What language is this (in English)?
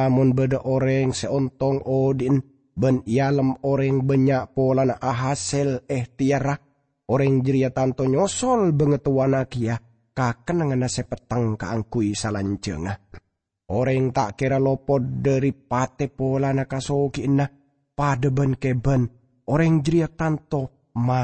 Madurese